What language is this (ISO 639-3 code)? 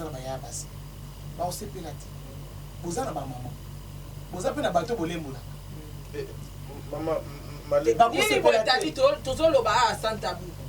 lin